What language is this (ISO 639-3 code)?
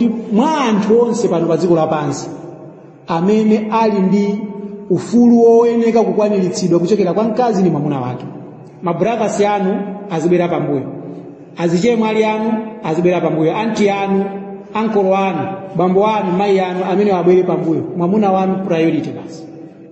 nya